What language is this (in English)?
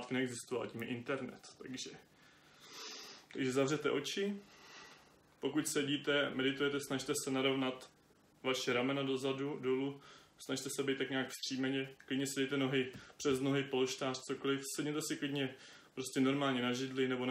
Czech